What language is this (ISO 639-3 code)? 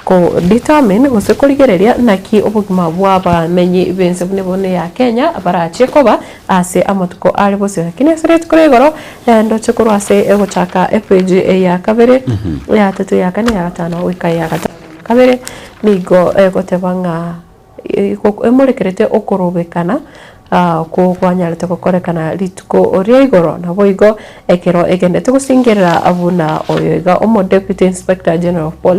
guz